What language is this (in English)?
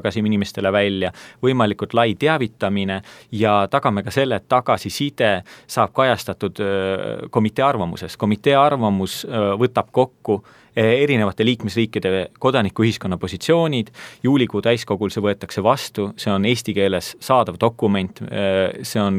Estonian